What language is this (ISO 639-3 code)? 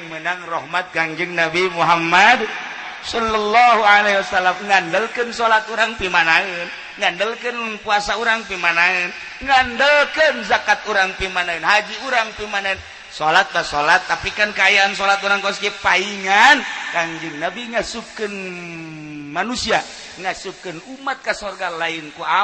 sun